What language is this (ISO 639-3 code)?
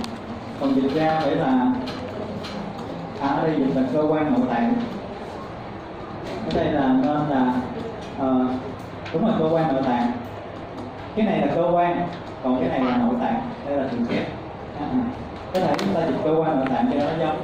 vie